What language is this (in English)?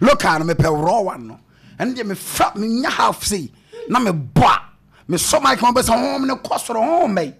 Akan